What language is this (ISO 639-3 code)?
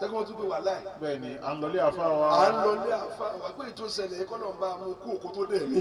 yor